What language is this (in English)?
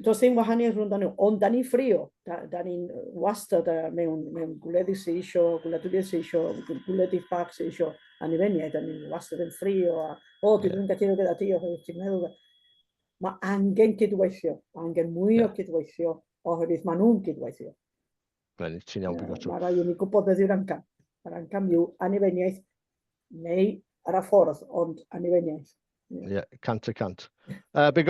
Welsh